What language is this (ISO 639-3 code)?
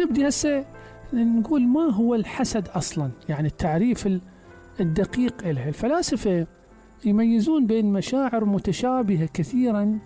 acm